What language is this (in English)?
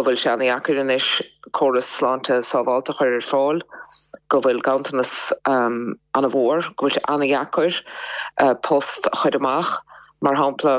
Irish